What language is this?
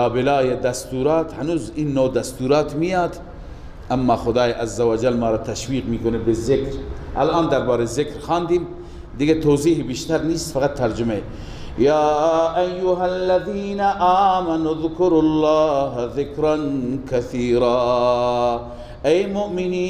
Persian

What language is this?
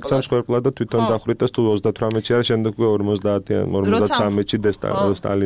Georgian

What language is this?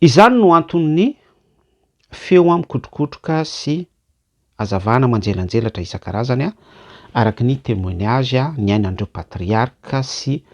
Malagasy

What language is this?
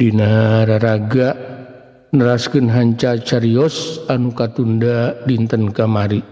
Sundanese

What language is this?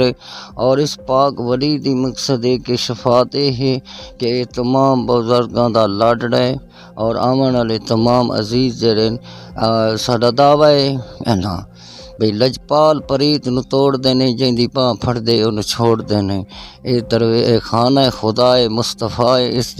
Western Panjabi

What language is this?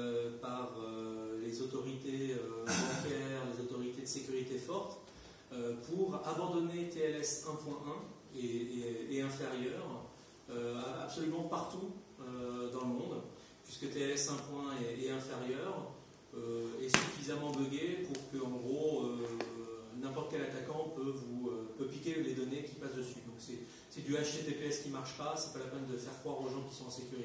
French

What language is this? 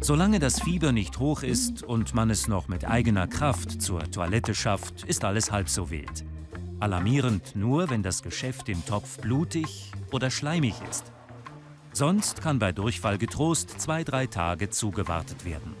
Swiss German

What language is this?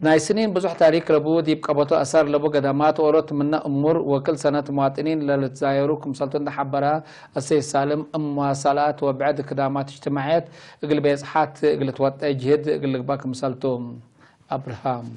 Tigre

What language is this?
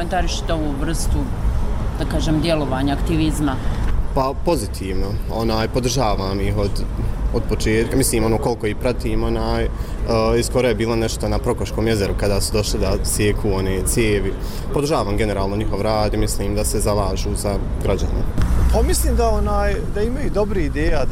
Bosnian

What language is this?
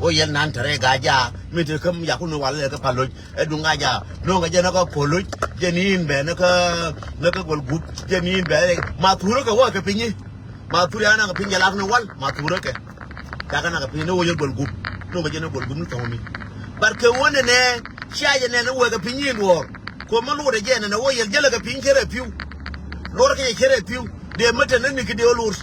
Nuer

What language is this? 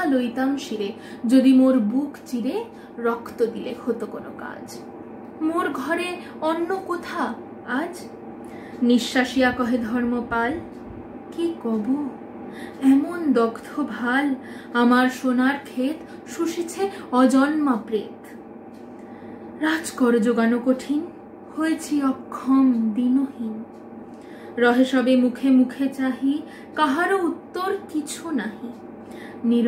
Bangla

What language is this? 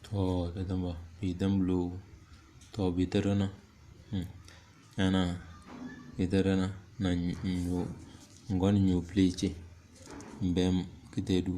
Tem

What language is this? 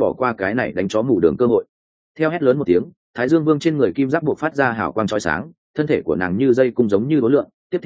Vietnamese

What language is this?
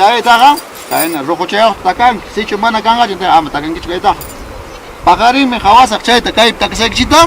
Ayacucho Quechua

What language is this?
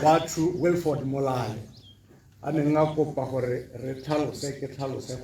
Tswana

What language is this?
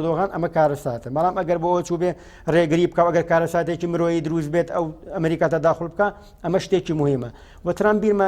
Central Kurdish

